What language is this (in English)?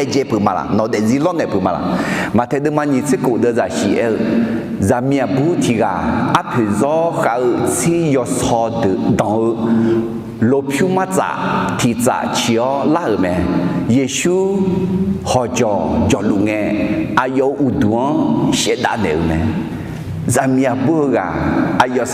Akha